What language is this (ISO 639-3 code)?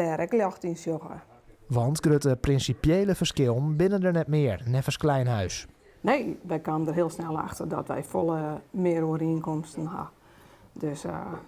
fry